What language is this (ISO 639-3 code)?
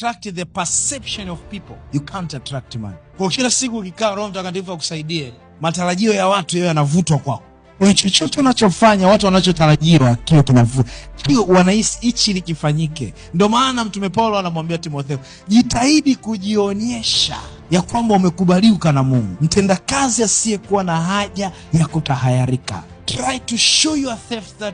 swa